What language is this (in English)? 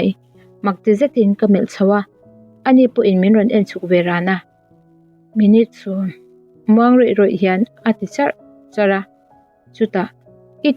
Mizo